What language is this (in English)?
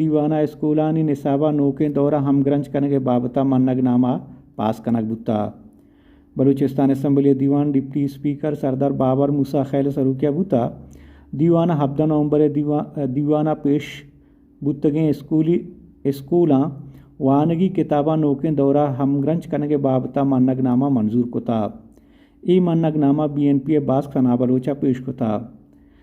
Baluchi